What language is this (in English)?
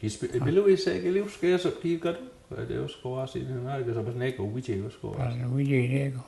Mi'kmaw